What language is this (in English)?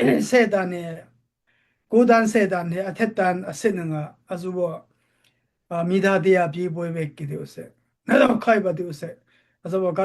Daai Chin